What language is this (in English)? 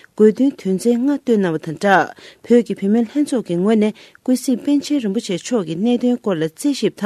Tibetan